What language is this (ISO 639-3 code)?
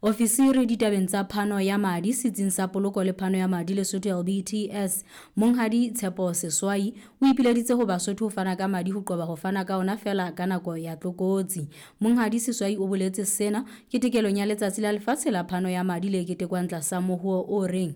sot